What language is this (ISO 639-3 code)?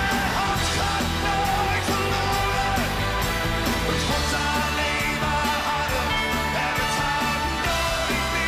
nld